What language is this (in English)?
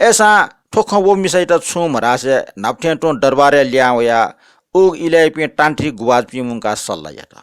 Newari